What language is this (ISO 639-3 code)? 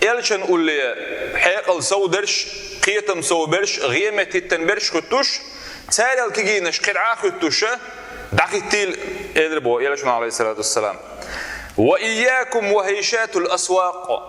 che